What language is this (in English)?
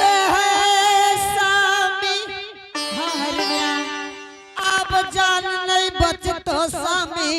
Angika